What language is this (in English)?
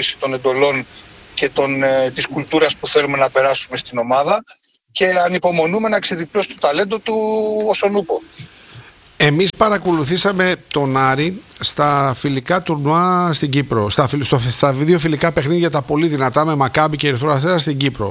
Greek